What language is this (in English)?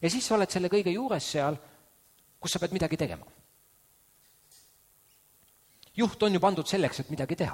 Estonian